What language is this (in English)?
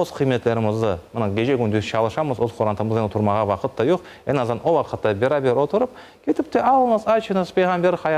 Crimean Tatar